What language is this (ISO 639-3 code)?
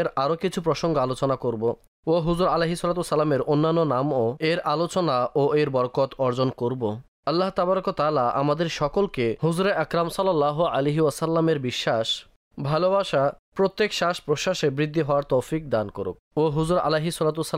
ben